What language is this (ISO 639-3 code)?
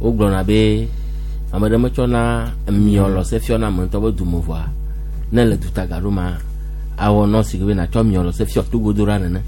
gej